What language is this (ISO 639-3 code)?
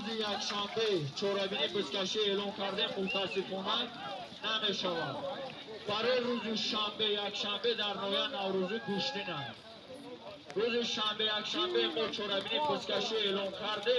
tgk